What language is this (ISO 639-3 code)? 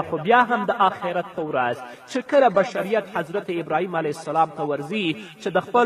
pus